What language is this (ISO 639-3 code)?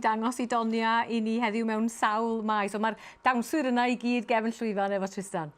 cym